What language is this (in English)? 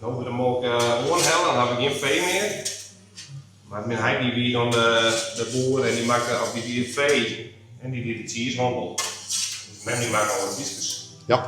Western Frisian